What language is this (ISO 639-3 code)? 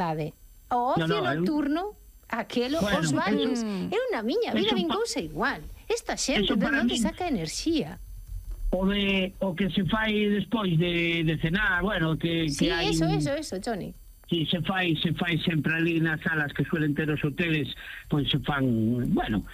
glg